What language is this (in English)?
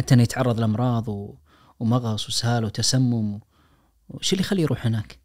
Najdi Arabic